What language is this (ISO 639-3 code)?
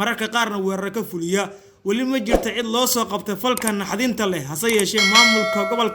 som